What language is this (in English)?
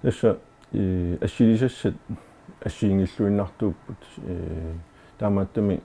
Kalaallisut